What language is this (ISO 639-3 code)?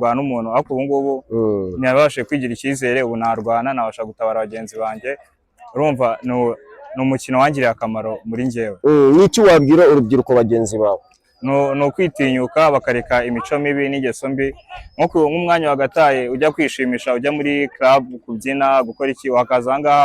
kin